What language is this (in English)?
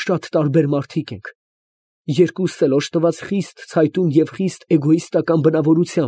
Armenian